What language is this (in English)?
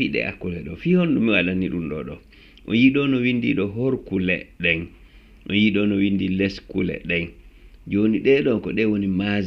Fula